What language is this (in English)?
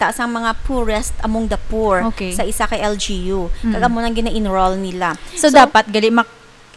Hiligaynon